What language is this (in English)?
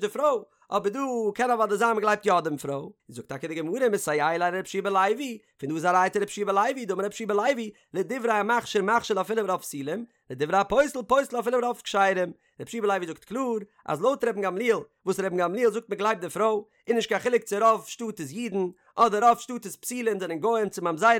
Yiddish